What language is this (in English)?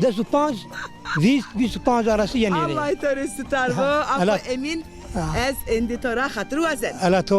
Zaza